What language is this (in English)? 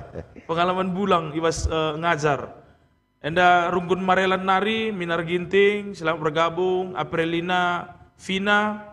Batak Karo